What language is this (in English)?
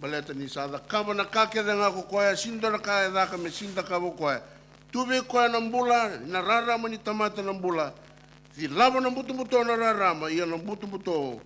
Fijian